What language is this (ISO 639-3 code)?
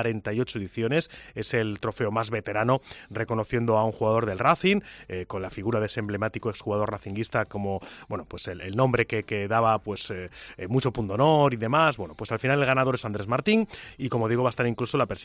spa